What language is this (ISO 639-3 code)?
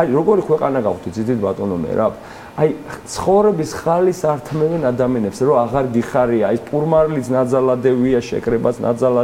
kat